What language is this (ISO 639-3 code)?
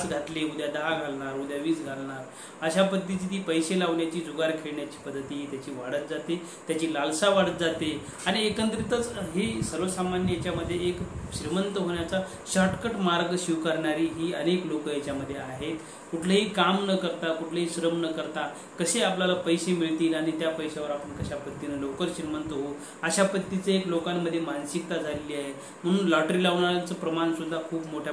mar